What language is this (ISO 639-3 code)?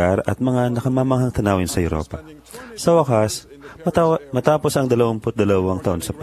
fil